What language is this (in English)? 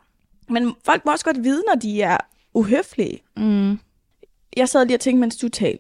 Danish